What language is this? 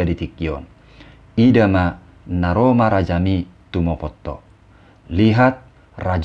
Batak Toba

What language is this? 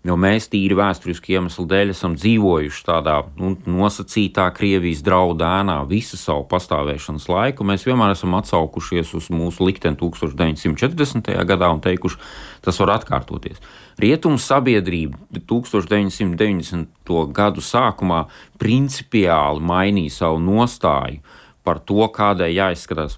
Latvian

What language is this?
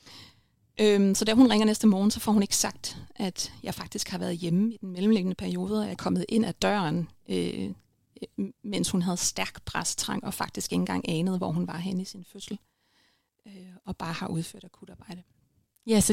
Danish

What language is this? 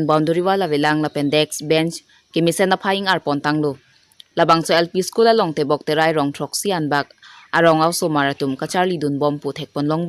Karbi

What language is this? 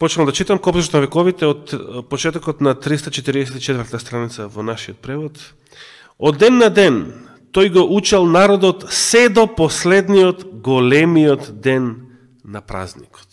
Macedonian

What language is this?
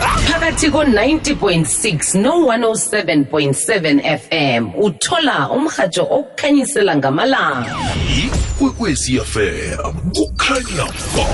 South Ndebele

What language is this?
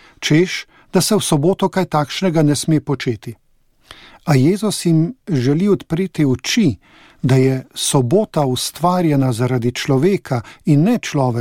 Slovenian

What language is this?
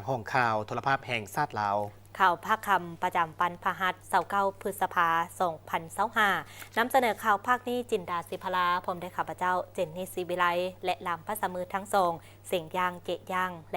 Lao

